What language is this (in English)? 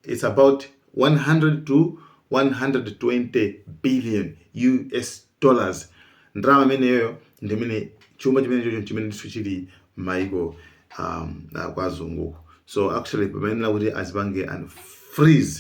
Nyanja